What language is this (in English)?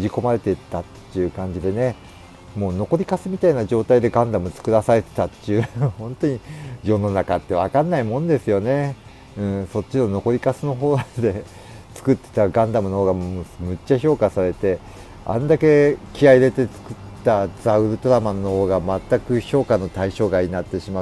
Japanese